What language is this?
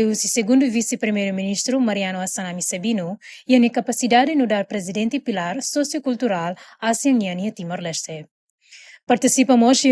Tetum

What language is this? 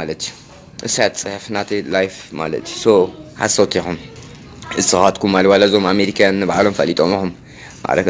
Tigrinya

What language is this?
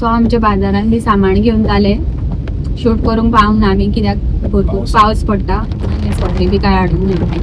Konkani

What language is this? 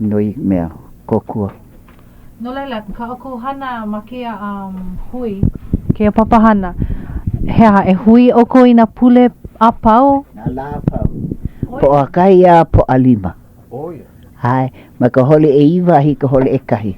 Hawaiian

